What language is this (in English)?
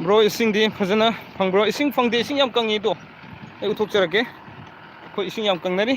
Manipuri